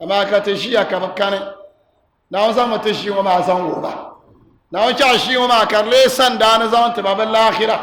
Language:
Dagbani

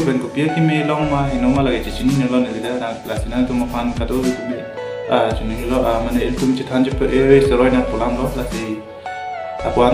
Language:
Karbi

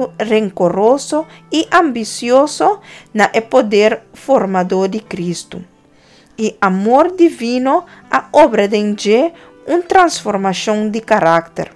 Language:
Papiamento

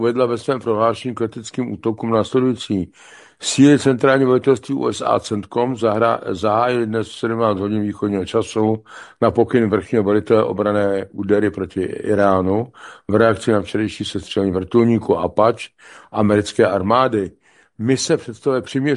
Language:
Czech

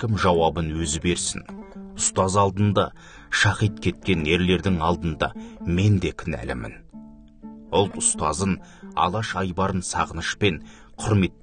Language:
Kazakh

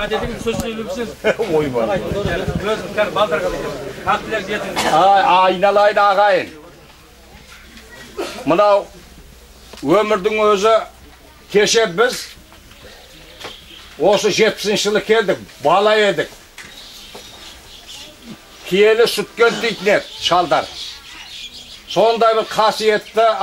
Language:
Kazakh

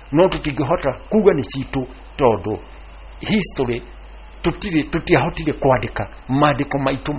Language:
Kikuyu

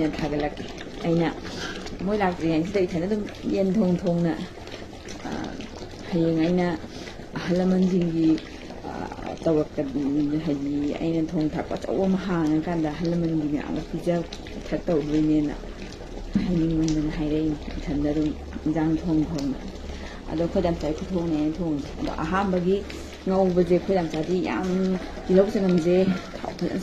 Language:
Manipuri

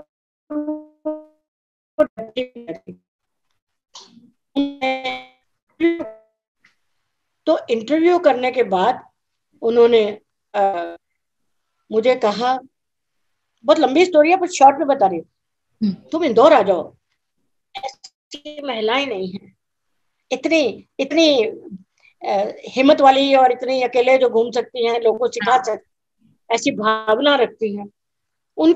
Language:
Hindi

